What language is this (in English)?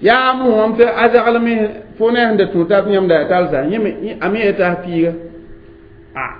Mossi